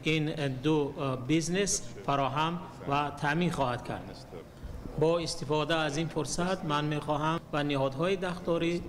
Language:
Tajik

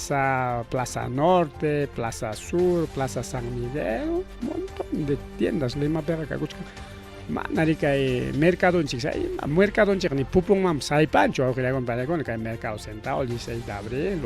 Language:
Ayacucho Quechua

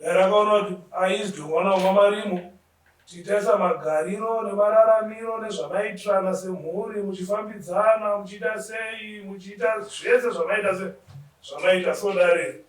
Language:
Shona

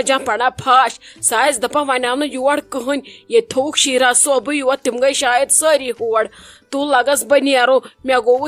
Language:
Kashmiri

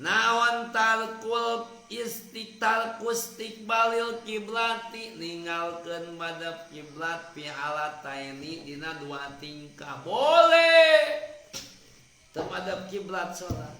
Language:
Sundanese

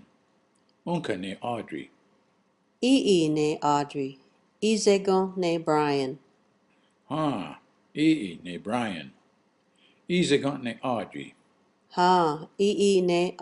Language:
Mohawk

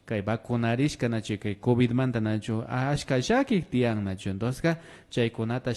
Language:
Imbabura Highland Quichua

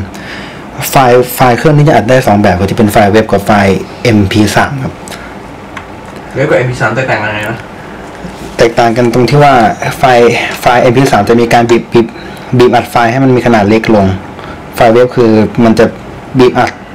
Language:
Thai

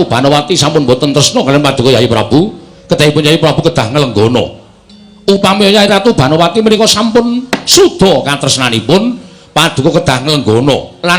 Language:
Javanese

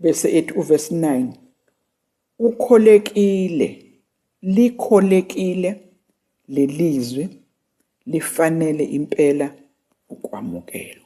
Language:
Zulu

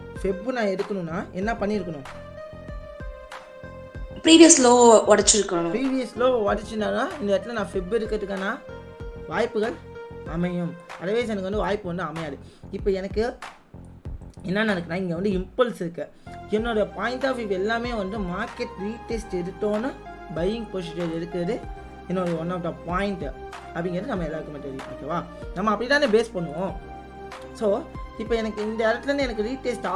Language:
Tamil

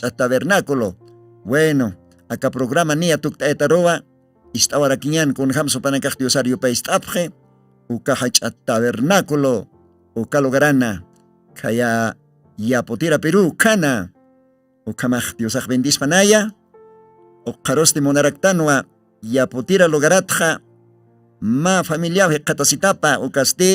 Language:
Aymara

